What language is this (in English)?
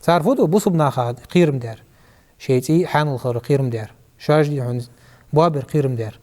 Ingush